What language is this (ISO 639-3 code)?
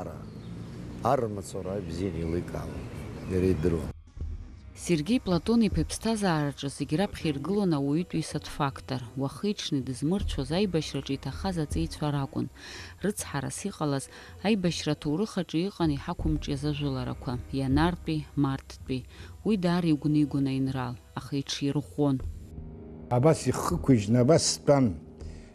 abk